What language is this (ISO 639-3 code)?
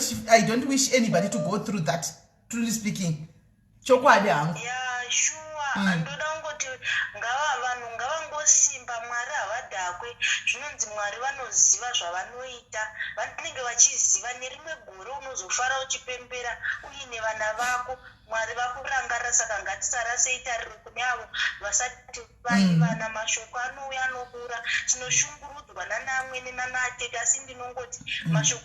sna